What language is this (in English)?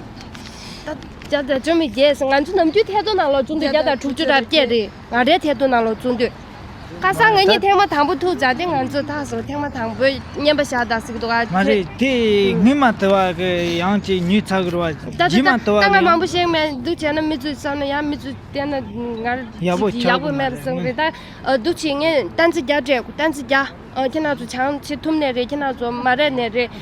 Tibetan